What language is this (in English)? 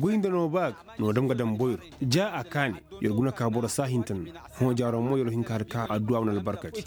Koyraboro Senni